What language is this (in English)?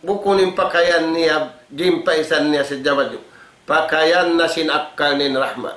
Tausug